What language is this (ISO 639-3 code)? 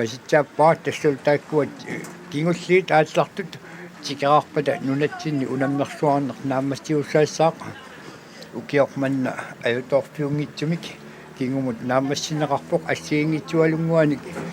kal